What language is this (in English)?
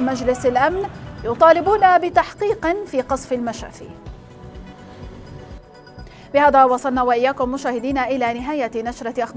Arabic